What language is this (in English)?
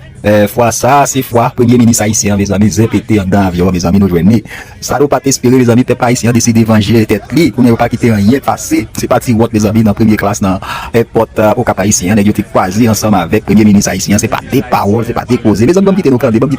Haitian Creole